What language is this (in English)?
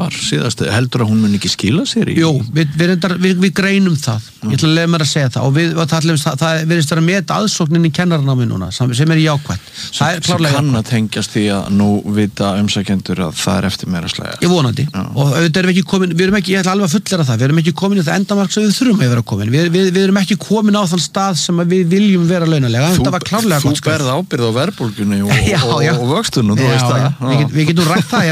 Icelandic